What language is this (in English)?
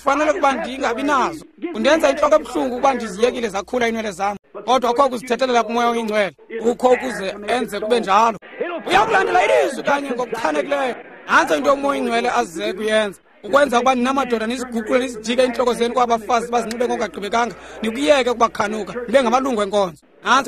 Xhosa